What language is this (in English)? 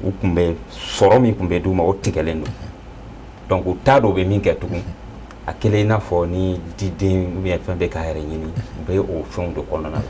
Bambara